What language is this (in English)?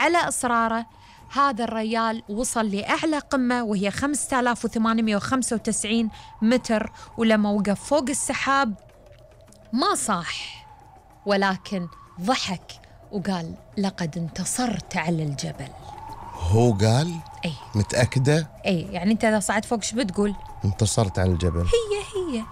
Gulf Arabic